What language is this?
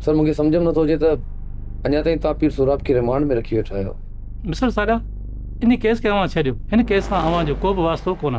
Sindhi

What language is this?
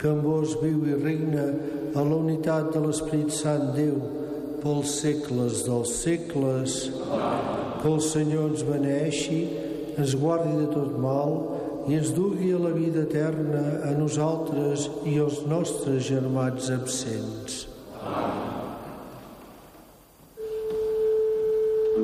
Catalan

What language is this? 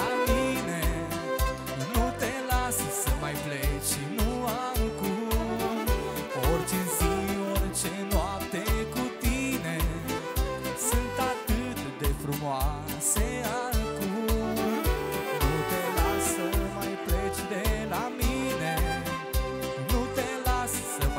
Romanian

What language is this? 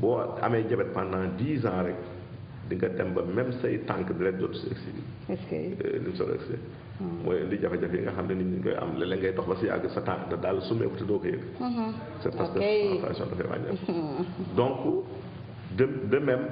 Wolof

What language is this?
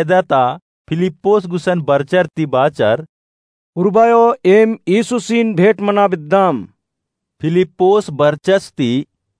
Kurukh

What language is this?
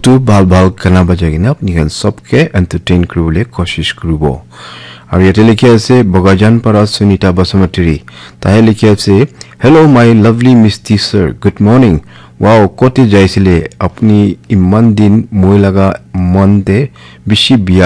Naga Pidgin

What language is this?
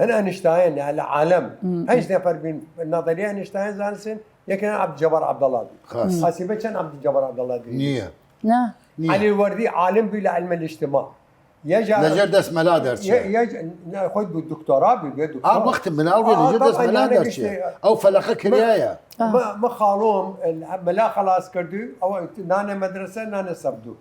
Southern Kurdish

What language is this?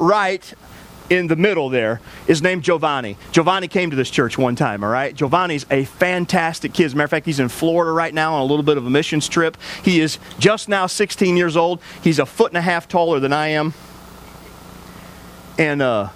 English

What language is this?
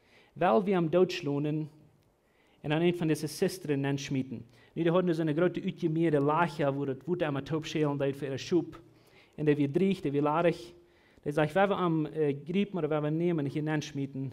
Plautdietsch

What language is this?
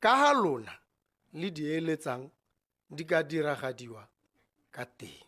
Tswana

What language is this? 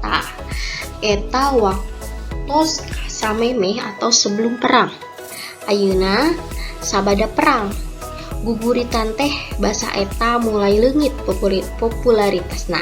Sundanese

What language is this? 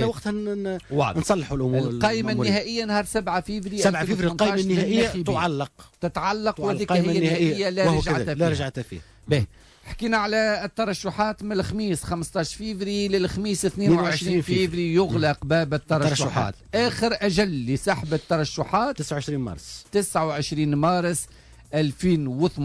Tunisian Arabic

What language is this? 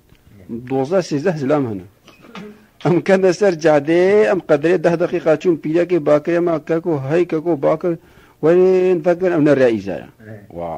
Kurdish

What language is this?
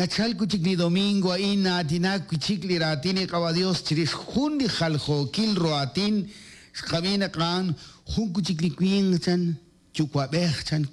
Kekchí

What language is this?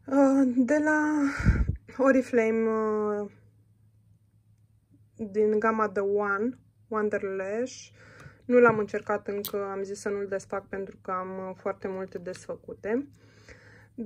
Romanian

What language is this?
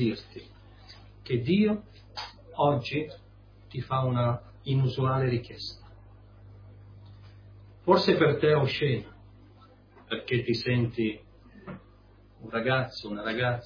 Italian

